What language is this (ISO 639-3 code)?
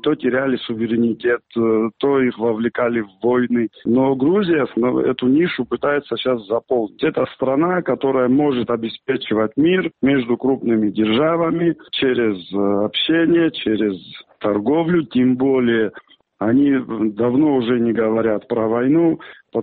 rus